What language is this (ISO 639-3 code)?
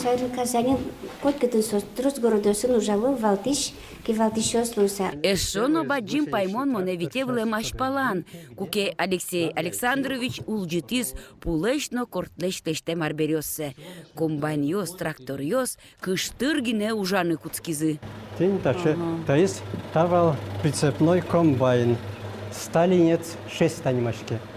udm